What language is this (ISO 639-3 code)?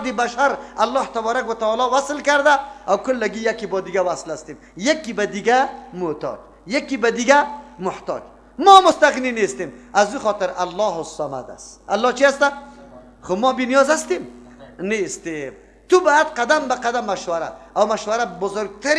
fas